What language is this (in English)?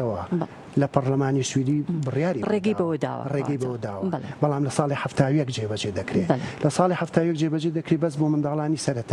Central Kurdish